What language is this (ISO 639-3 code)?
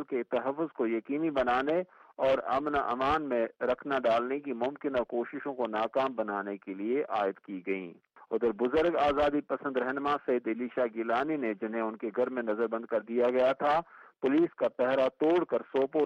urd